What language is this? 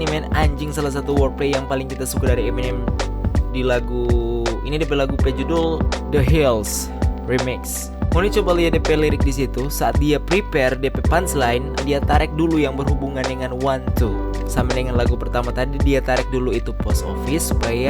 Manado Malay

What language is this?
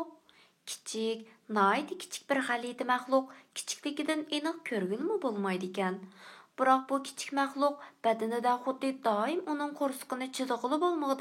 Uyghur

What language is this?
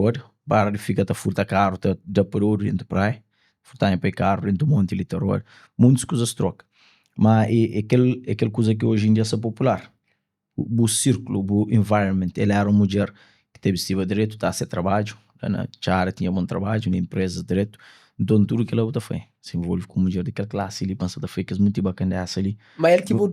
Kabuverdianu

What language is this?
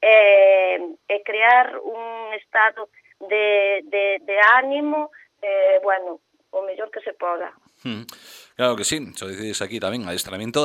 Galician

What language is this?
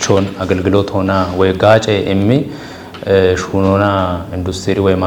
Kafa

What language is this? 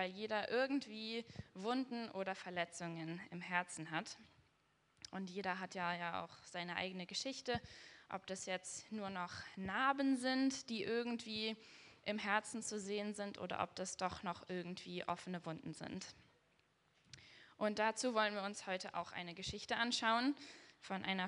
German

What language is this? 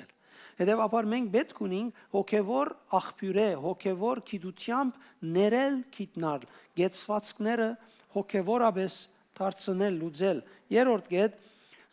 Western Armenian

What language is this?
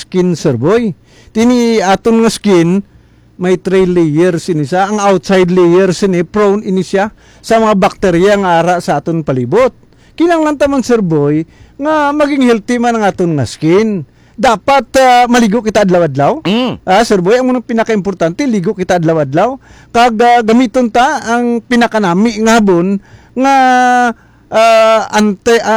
Hiligaynon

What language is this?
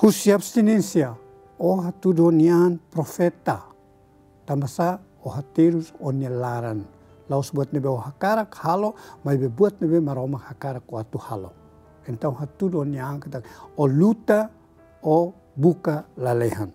Tetum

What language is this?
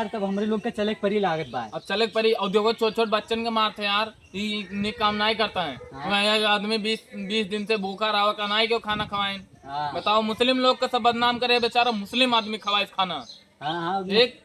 Awadhi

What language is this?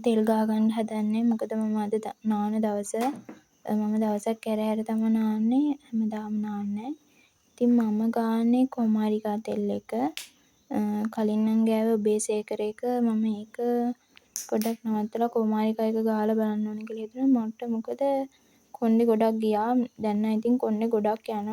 Sinhala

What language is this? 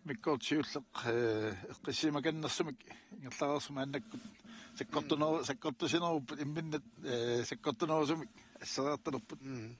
Kalaallisut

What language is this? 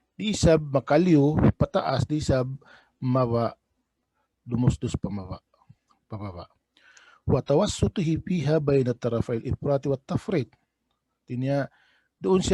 Tausug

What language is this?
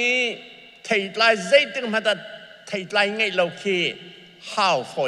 Hakha Chin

